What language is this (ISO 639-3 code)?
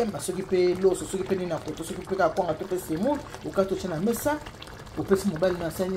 lin